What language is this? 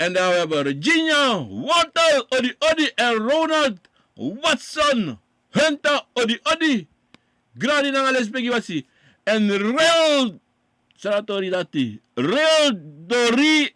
Sranan Tongo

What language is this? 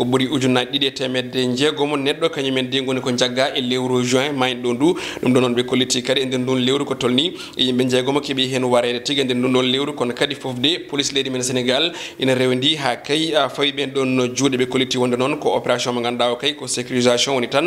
Fula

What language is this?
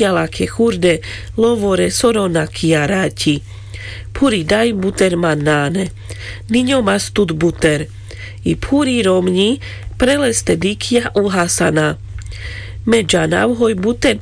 Carpathian Romani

